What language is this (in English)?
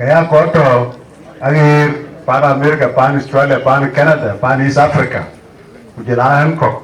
Dinka